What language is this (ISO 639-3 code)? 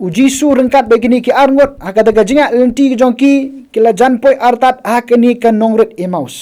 kha